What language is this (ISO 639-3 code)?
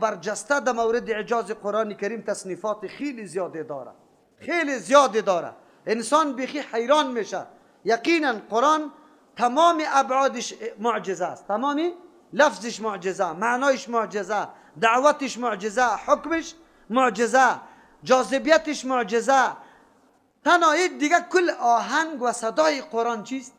fas